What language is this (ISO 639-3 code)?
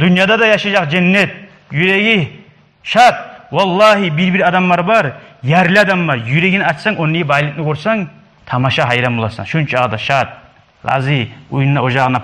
kum